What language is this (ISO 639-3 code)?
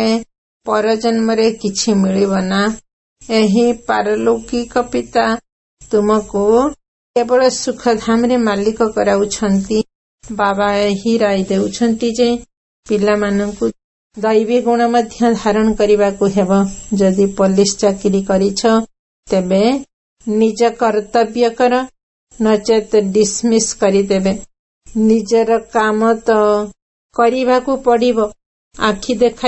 ori